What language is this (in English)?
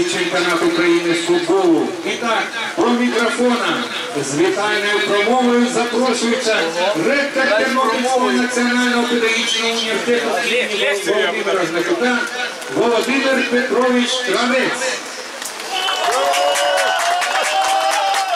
Ukrainian